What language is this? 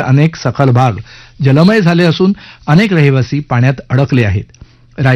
Marathi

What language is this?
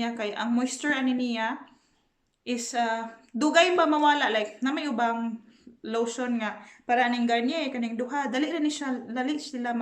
Cebuano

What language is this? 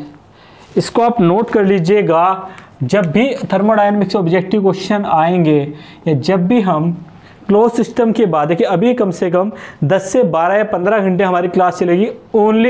Hindi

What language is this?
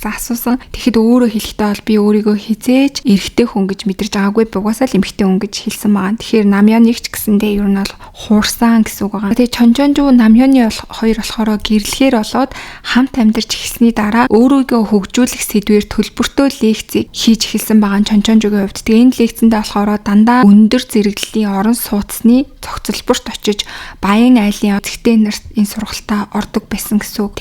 Mongolian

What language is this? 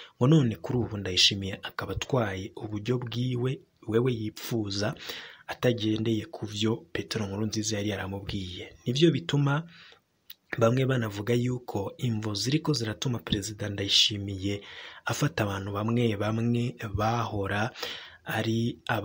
Rundi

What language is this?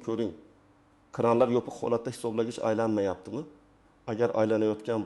Uzbek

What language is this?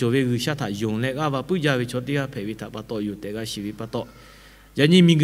Lahu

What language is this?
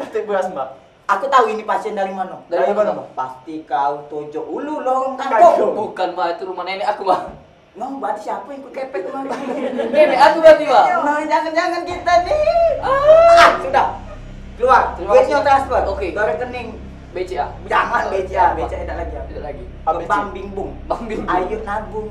Musi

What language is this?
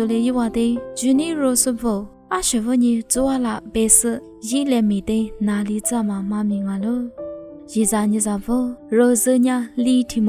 Lisu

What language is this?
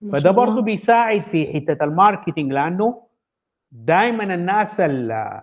Sudanese Arabic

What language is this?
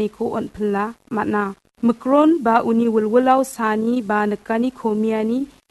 Garo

